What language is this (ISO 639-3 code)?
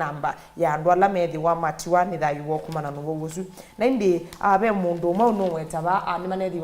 kam